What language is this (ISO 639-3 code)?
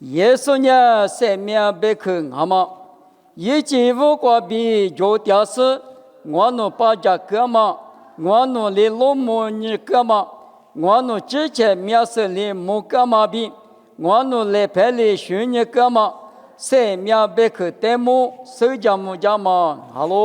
lis